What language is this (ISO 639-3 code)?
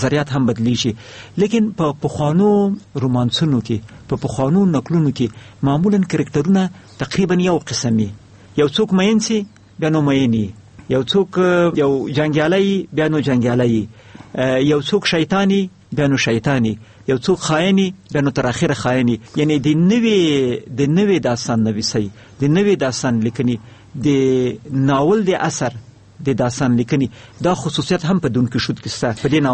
pus